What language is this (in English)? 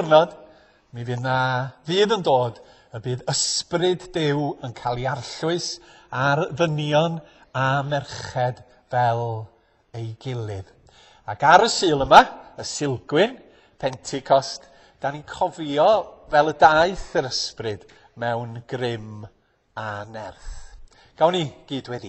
Welsh